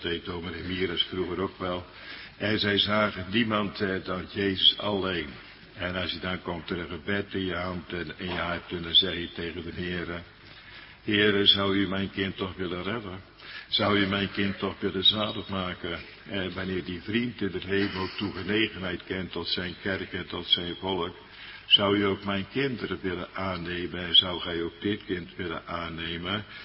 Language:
Dutch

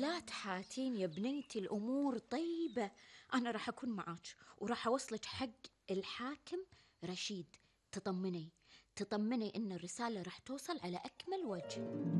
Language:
Gulf Arabic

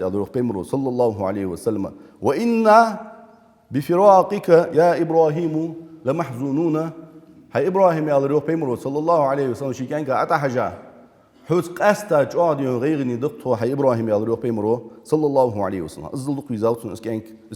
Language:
Ingush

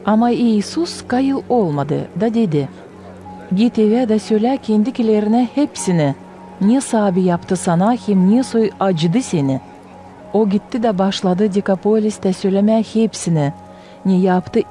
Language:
Gagauz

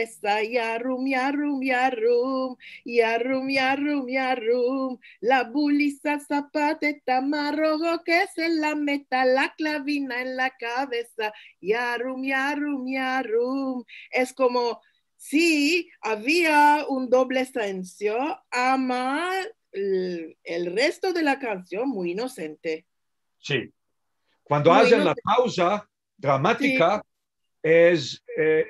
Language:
Ladino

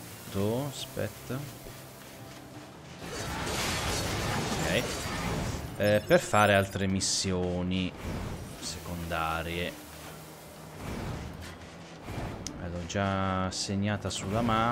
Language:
Italian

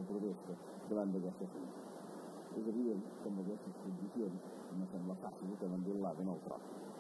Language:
Catalan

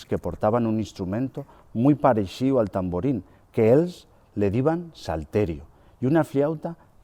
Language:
Aragonese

